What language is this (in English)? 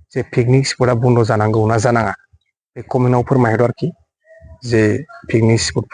Bodo